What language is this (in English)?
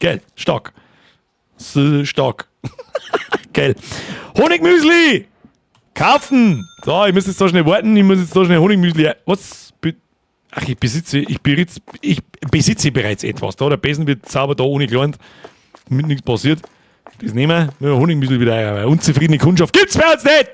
Bavarian